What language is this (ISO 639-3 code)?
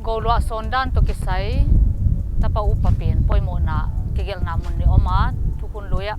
pck